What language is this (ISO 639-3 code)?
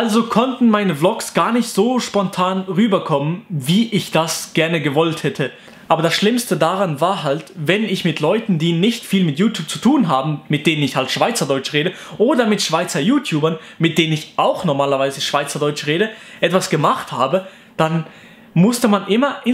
gsw